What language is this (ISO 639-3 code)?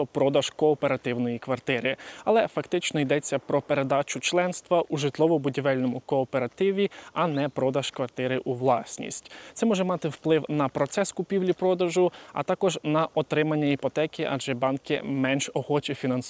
ukr